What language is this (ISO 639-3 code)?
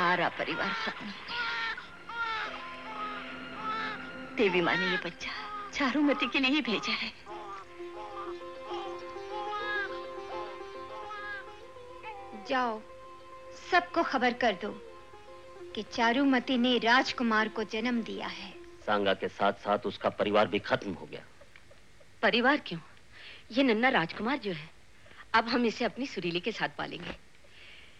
hin